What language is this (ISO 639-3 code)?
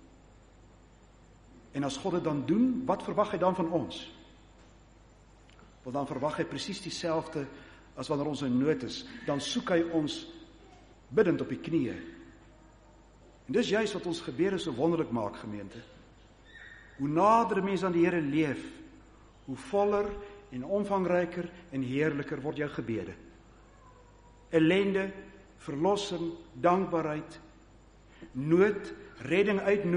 afr